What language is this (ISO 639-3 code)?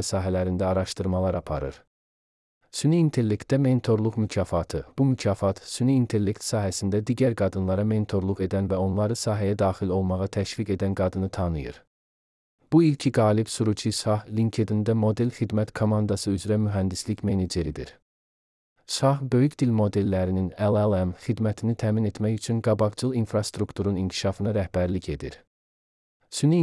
aze